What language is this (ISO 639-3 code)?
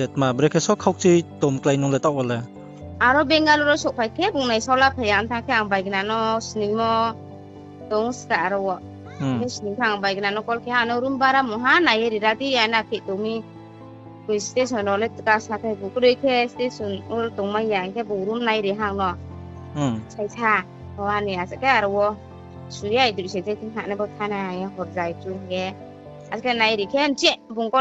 ria